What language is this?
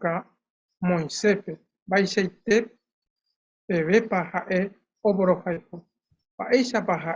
Guarani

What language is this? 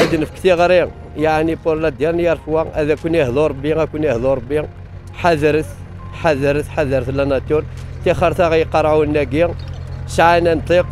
Kabyle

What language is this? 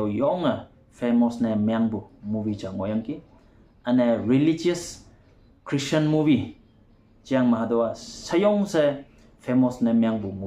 Konyak Naga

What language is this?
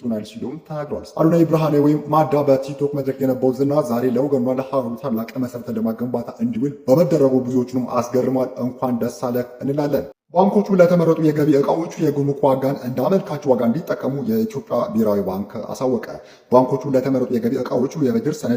Amharic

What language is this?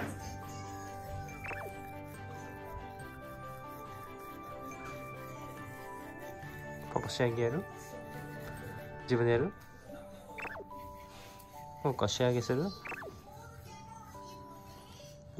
Japanese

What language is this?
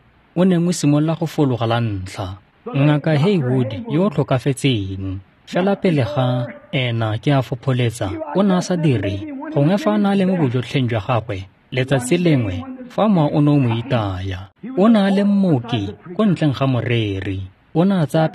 Tswana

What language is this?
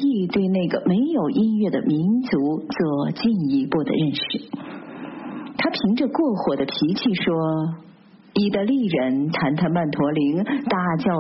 Chinese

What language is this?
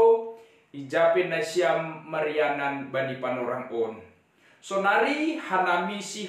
Batak Simalungun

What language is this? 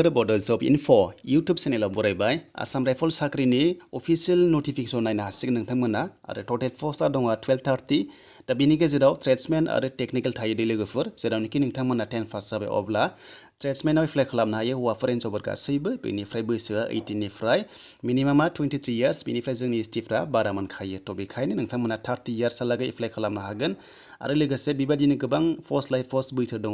Bodo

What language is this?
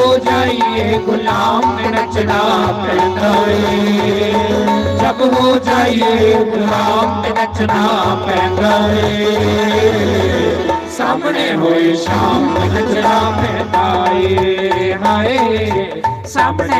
Dogri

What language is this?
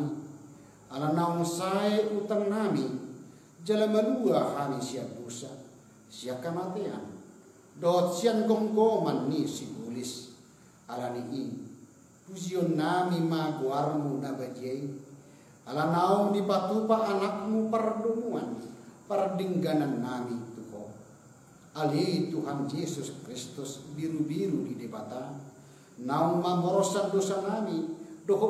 Batak Toba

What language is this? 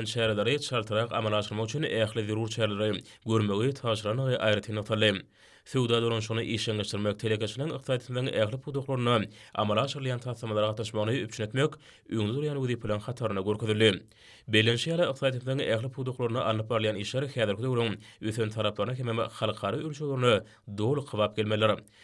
Turkmen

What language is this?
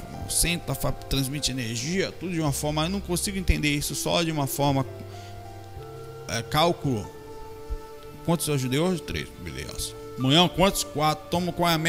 Portuguese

